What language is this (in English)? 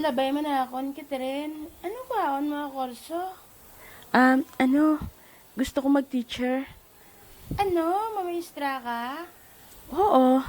Hiligaynon